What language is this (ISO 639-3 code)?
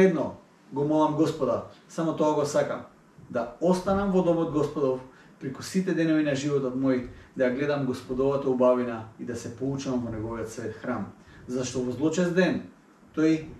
mkd